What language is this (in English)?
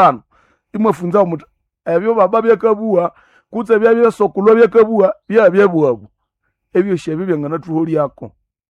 Nande